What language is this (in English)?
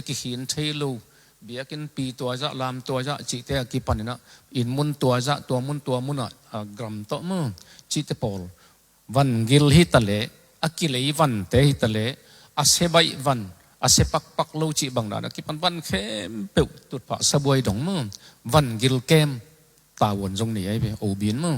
Tedim Chin